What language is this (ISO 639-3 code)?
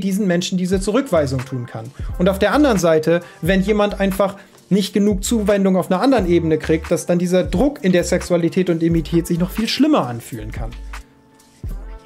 deu